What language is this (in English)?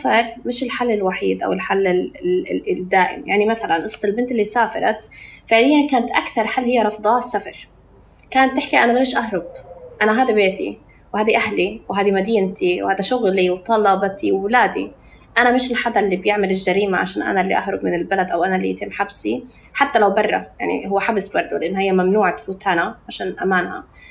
North Levantine Arabic